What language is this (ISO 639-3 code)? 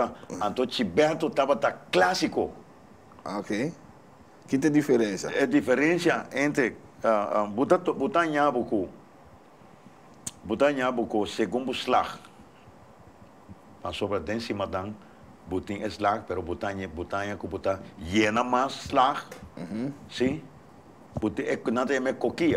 pap